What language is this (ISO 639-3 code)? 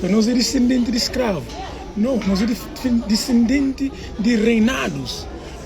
kea